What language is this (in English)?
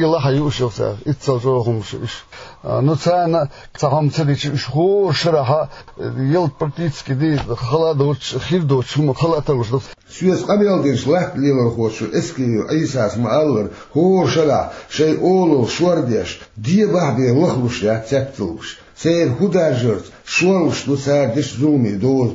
Chechen